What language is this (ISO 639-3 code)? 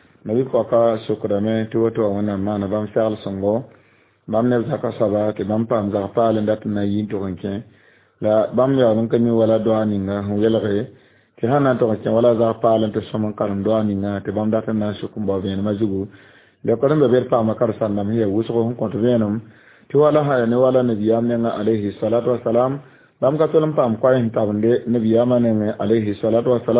mos